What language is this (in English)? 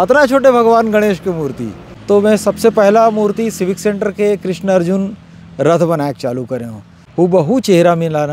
Chhattisgarhi